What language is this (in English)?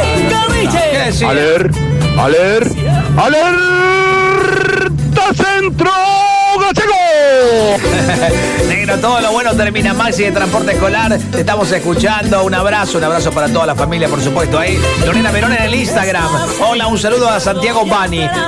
Spanish